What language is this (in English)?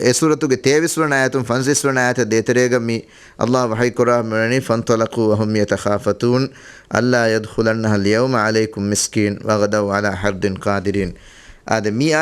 Divehi